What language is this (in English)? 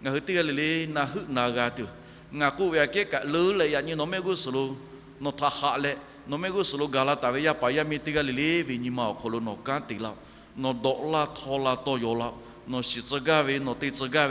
Lahu